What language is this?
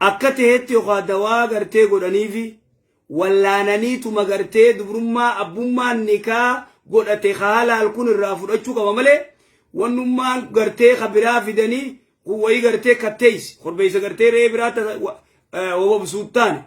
Oromo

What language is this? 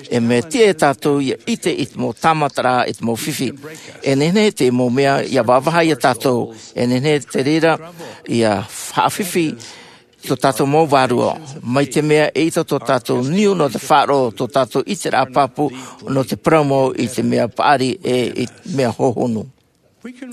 Tahitian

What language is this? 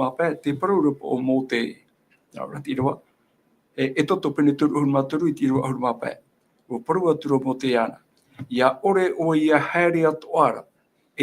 Tahitian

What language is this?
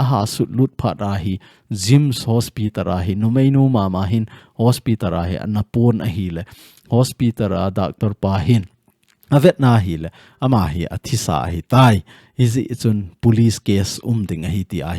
Thado Chin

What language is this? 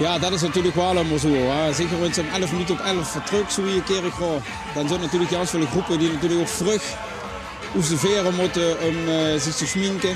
Limburgish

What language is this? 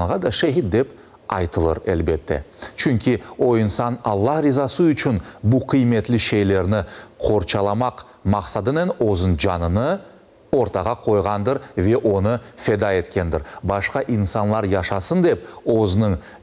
Crimean Tatar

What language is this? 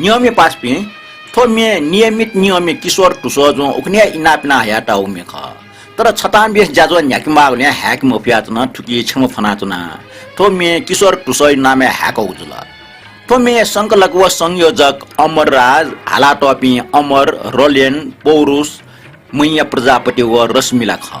Newari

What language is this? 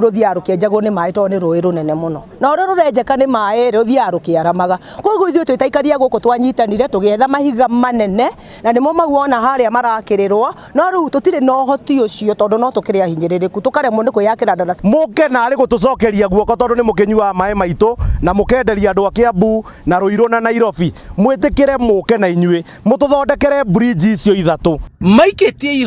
Kikuyu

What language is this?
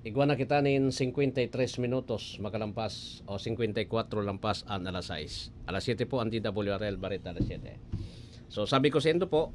Bikol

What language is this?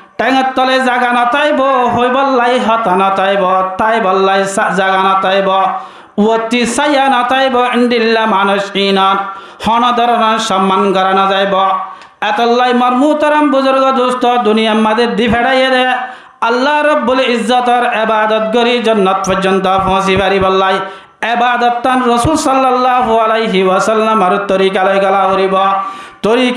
Rohingya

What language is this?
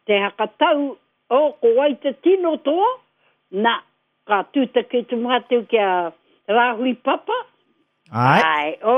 Māori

